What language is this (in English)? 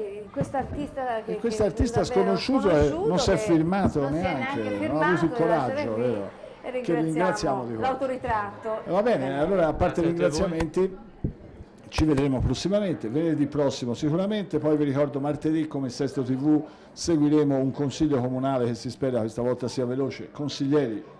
Italian